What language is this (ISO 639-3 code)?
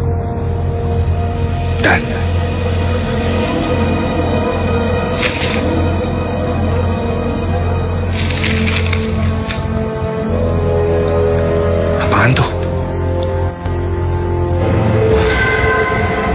ind